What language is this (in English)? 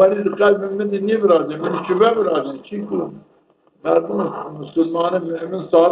Zaza